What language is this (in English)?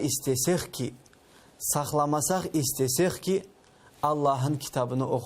Crimean Tatar